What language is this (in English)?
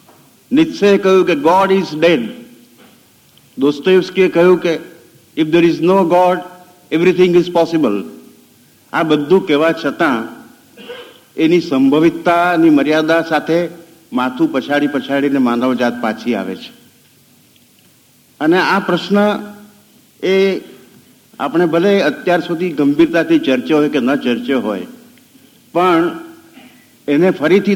Gujarati